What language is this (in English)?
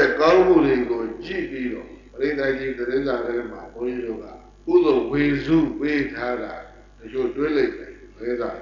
Burmese